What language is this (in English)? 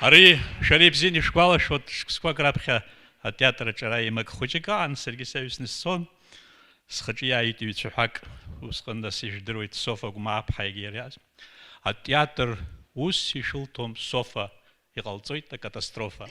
Abkhazian